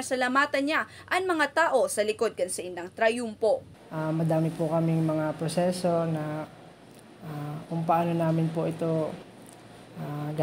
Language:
Bikol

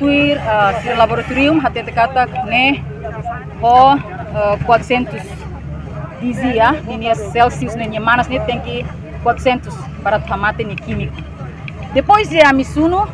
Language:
Tetum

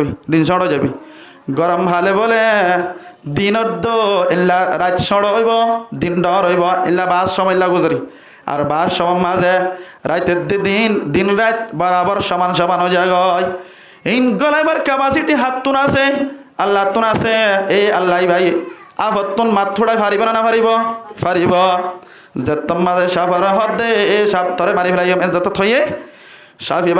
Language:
Rohingya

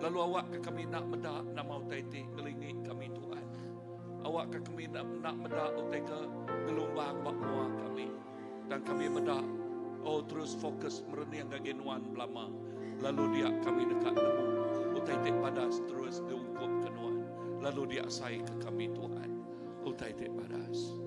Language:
Iban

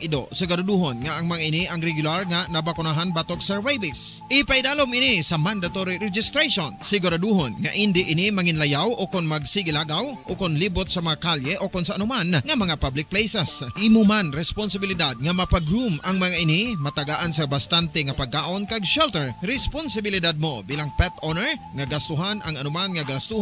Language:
Hiligaynon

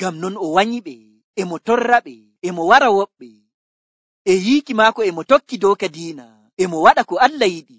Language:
Nigerian Fulfulde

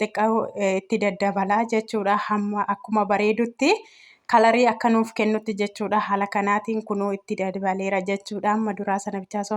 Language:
Oromo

